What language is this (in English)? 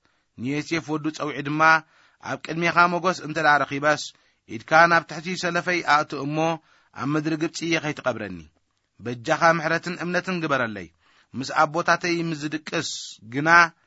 Tigrinya